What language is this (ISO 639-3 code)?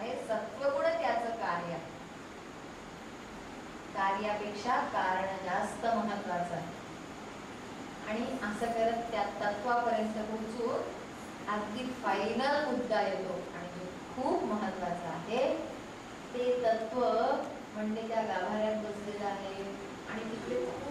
mar